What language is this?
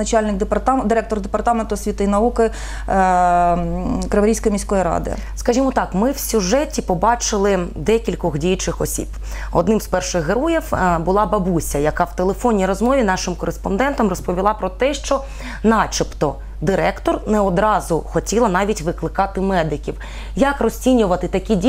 Ukrainian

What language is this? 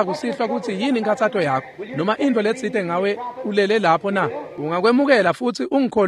Swati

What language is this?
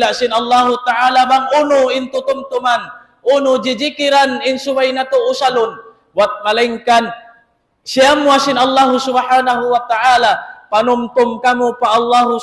Tausug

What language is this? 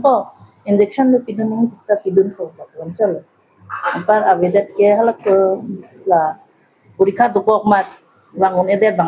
Karbi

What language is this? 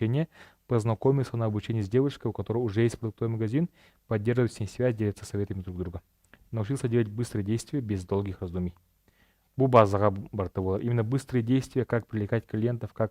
Yakut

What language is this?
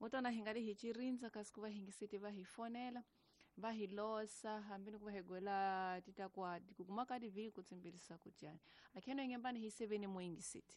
Tsonga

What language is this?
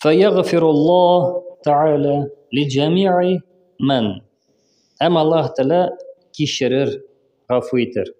Tatar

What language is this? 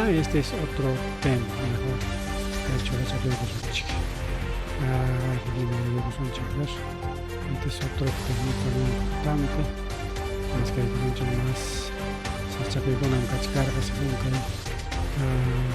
Ayacucho Quechua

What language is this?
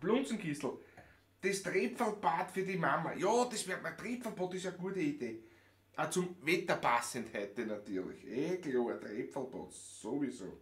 Bavarian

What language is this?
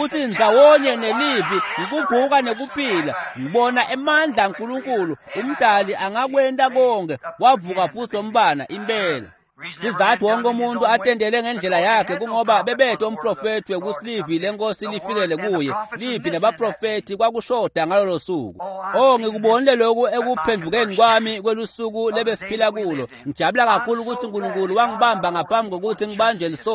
Swati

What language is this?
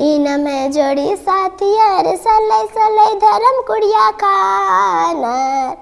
Kurukh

